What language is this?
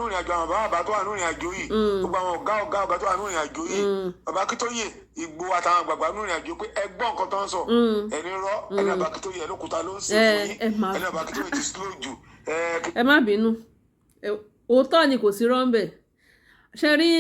Yoruba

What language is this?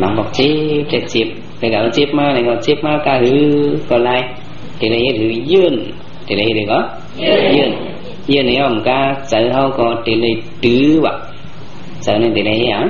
Shan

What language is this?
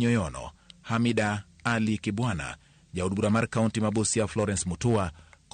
Luo (Kenya and Tanzania)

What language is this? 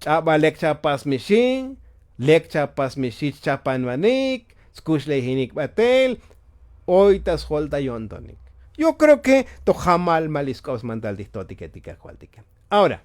Tzotzil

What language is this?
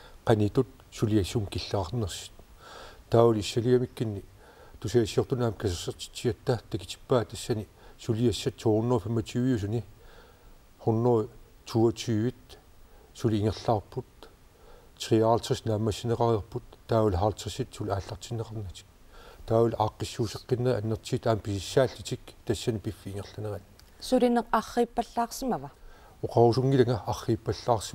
Kalaallisut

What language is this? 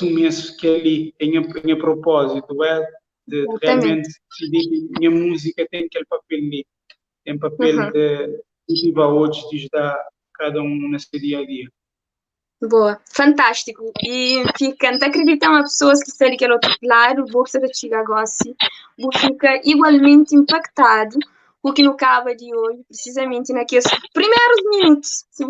Kabuverdianu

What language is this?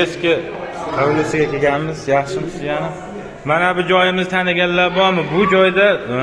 Uzbek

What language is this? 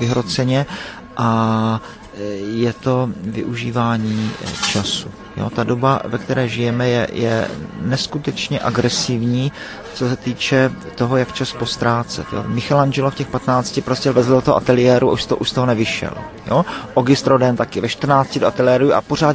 Czech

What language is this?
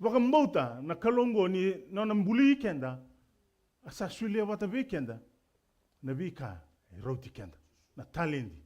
Fijian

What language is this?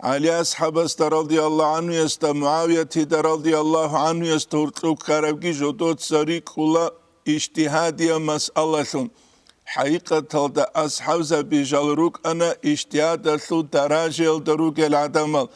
Avaric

